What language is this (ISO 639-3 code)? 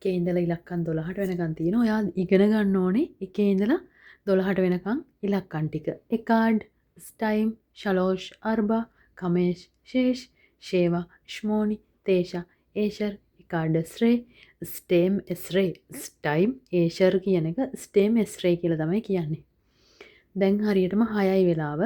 sin